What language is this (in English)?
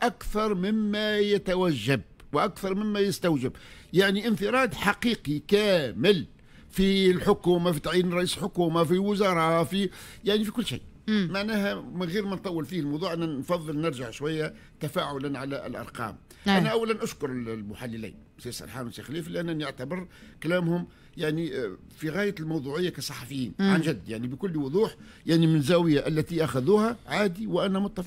Tunisian Arabic